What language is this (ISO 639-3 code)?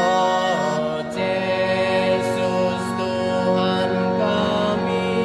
btx